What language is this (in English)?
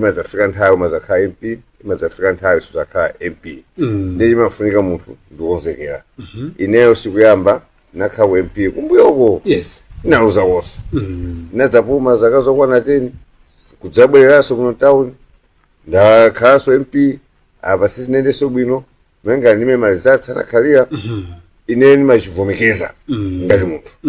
Nyanja